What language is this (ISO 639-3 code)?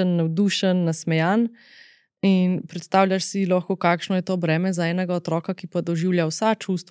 slv